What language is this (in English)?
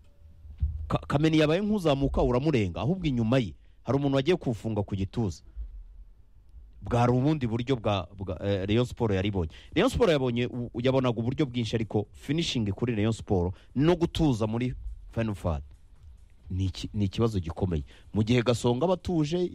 Kinyarwanda